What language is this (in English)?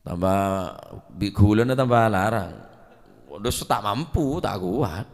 Madurese